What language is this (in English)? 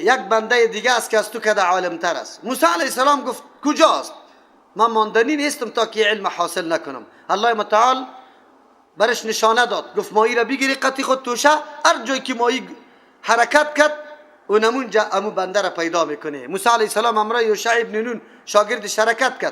Persian